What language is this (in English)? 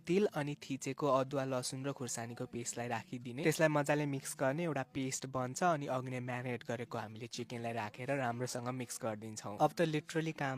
Nepali